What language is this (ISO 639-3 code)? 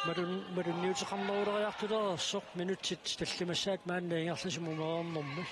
kal